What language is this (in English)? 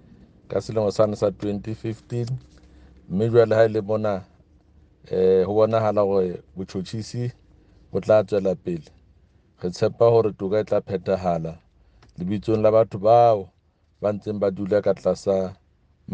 Southern Sotho